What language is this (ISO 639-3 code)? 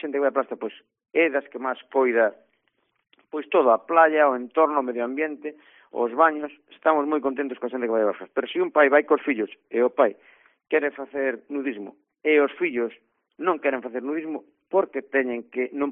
glg